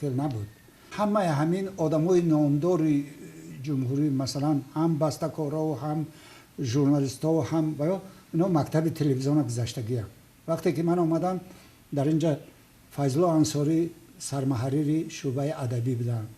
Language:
Tajik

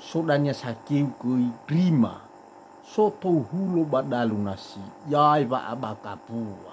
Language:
Nias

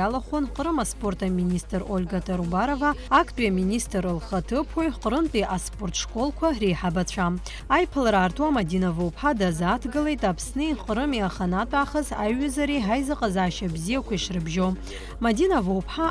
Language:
Abkhazian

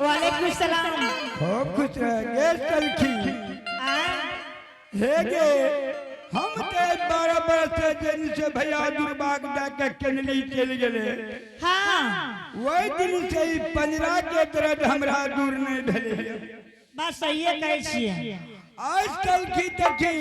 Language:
Angika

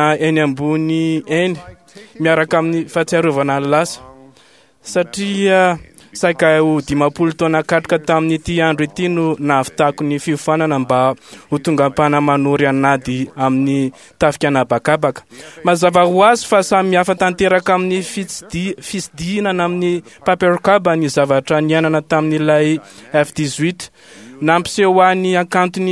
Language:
Malagasy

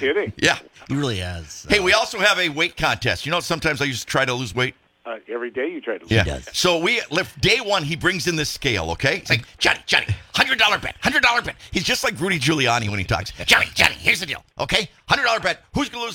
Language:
English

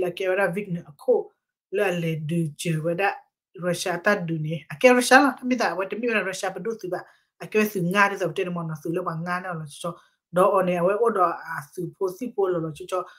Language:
S'gaw Karen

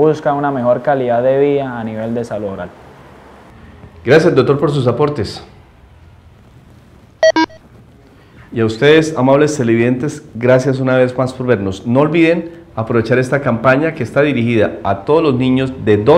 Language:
Spanish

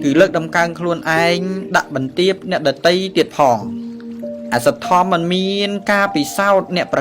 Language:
Khmer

